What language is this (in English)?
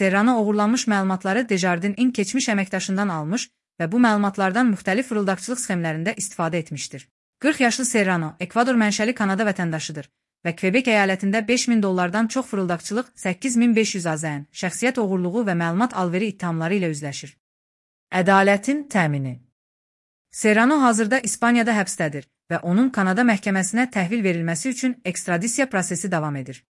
Azerbaijani